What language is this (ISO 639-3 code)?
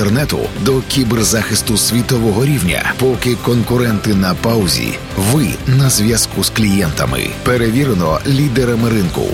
ukr